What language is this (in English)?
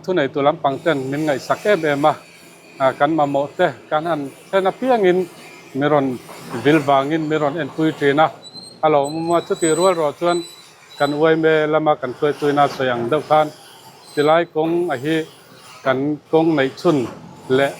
Mizo